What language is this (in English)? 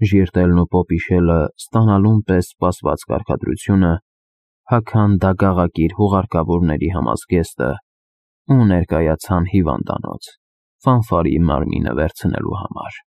Armenian